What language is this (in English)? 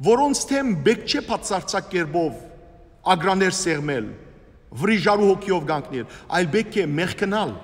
Western Armenian